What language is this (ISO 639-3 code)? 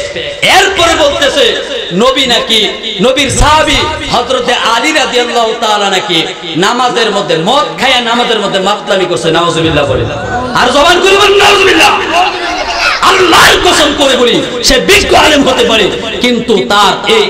ben